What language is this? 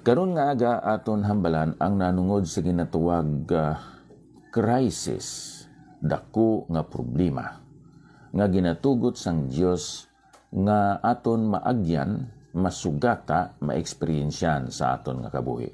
Hiligaynon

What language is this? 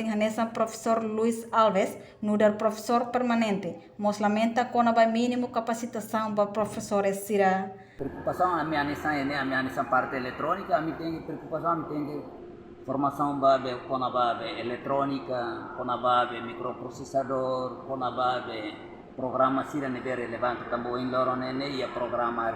Tetum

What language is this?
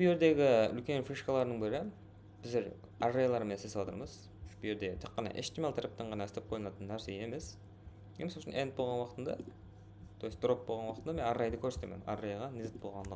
Kara-Kalpak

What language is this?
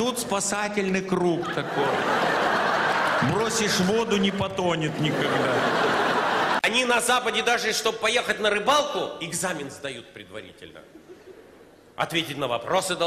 Russian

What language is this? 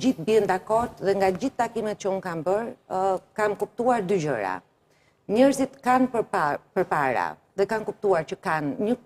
Albanian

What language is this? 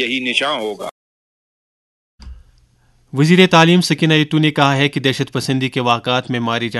Urdu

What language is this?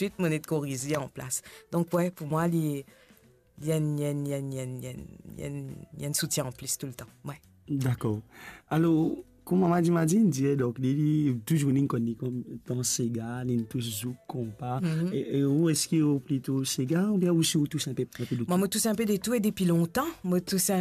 Morisyen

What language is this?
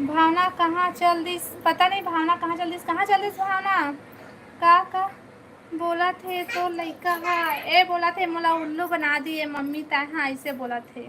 Chhattisgarhi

